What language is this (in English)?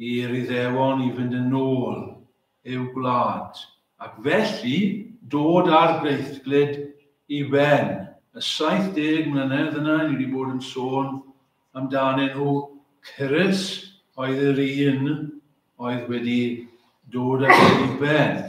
Welsh